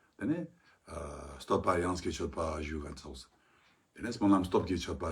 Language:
Ladakhi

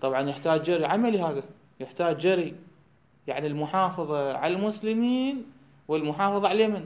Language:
Mesopotamian Arabic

